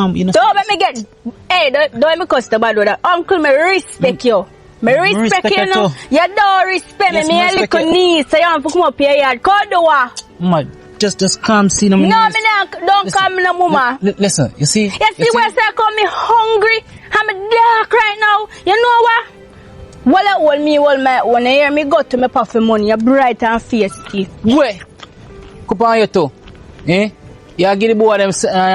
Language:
Jamaican Creole English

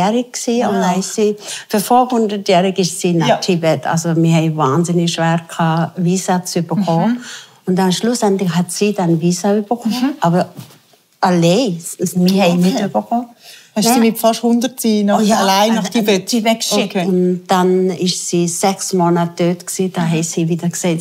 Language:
Swiss German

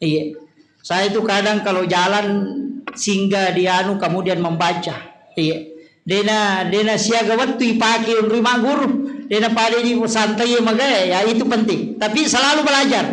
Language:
Buginese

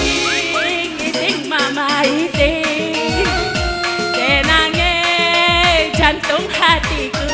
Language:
Batak Karo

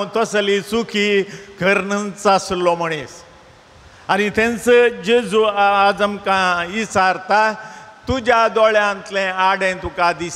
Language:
Konkani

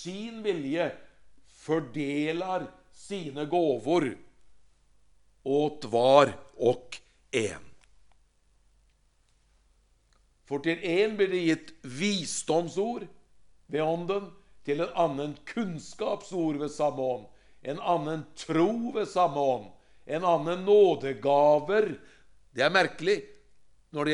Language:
Norwegian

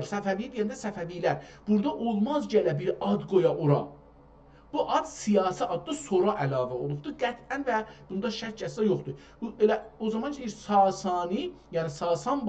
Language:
South Azerbaijani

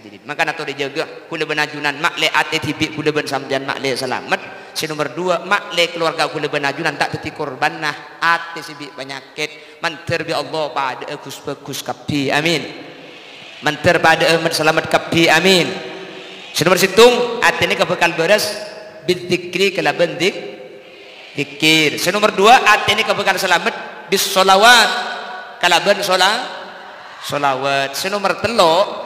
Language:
Madurese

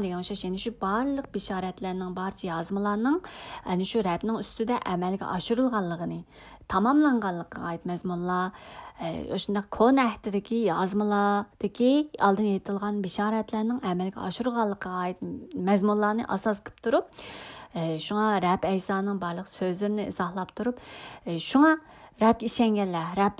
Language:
Uyghur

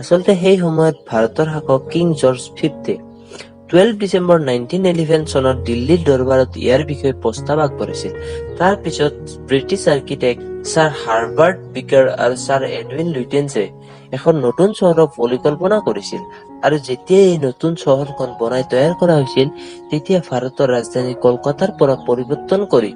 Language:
Assamese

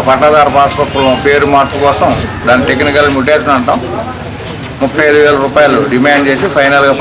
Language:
Telugu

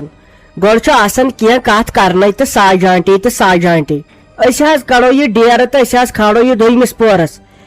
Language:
Kashmiri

